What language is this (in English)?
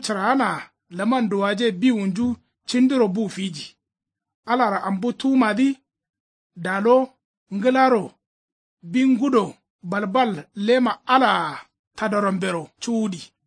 Kanuri